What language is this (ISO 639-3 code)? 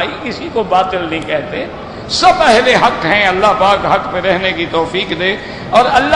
urd